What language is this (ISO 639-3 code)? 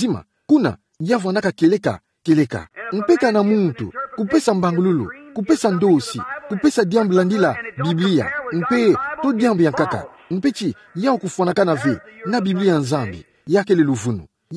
ktu